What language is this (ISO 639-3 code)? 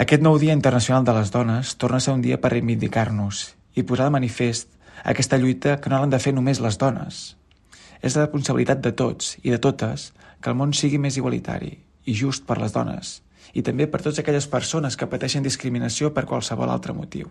cat